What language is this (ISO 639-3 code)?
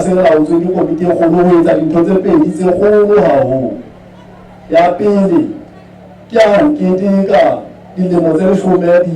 sot